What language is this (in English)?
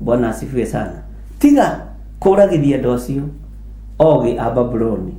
Kikuyu